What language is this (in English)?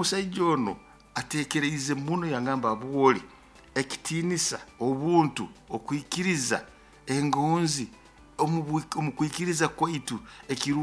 Nyoro